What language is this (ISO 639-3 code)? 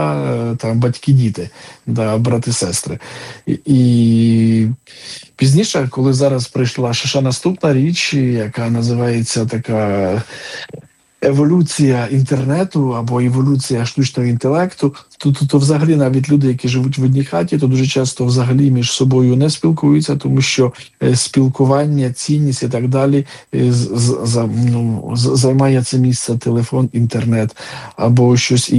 ukr